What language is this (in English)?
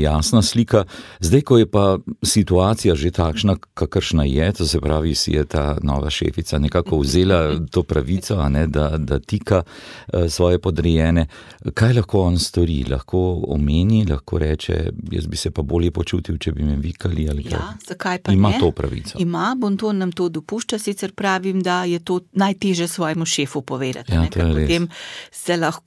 Slovenian